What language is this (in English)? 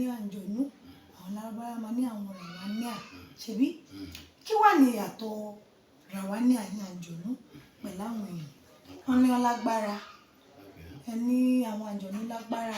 Yoruba